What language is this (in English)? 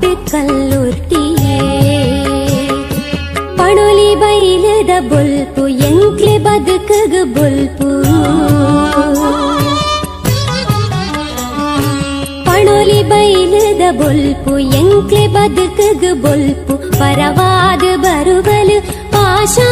Tulu